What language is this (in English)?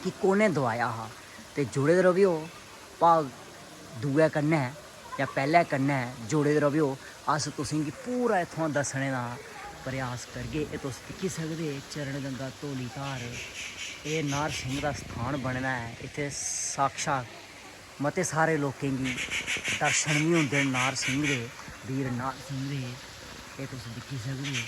Dogri